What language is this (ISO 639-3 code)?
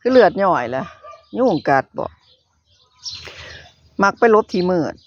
lao